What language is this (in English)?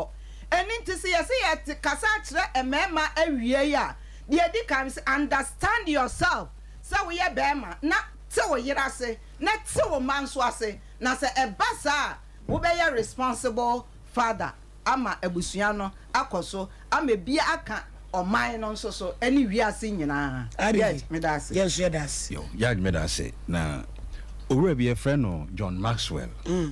Akan